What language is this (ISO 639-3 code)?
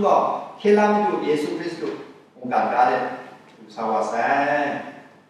kac